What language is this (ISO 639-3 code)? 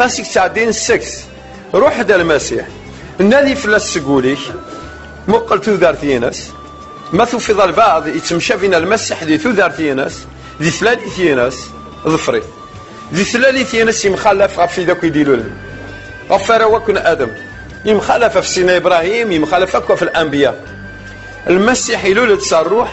kab